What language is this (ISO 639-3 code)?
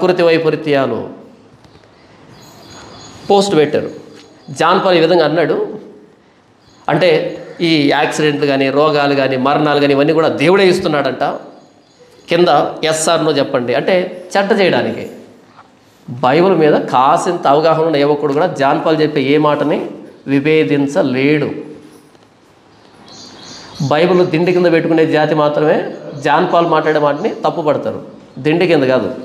tel